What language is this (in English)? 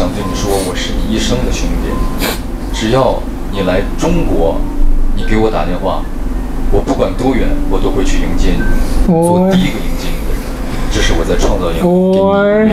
Chinese